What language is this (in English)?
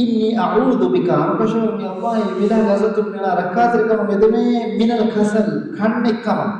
Divehi